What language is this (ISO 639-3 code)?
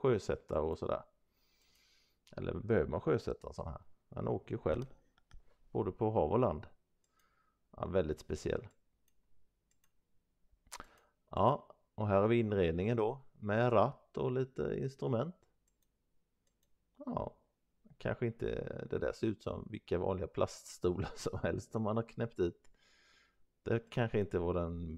swe